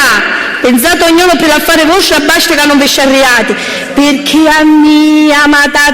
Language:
Sicilian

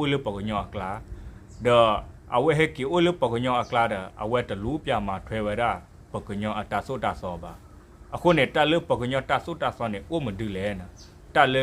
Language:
S'gaw Karen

